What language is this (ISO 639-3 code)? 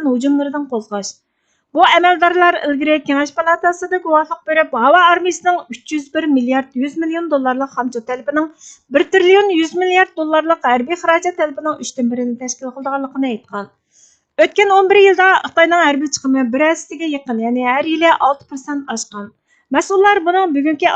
uig